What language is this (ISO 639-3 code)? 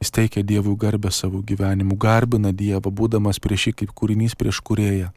lit